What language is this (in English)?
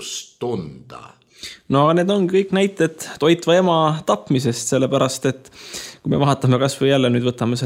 Estonian